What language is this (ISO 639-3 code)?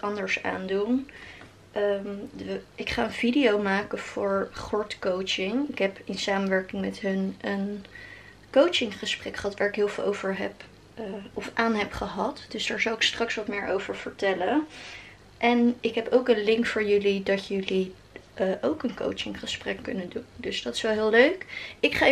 nld